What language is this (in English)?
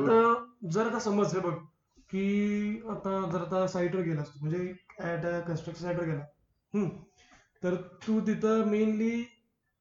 Marathi